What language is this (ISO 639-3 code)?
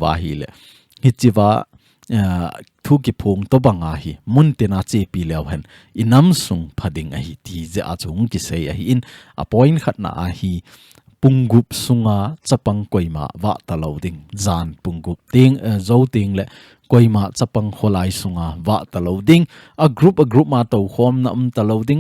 tcz